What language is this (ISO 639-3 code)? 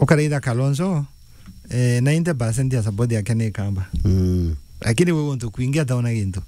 mer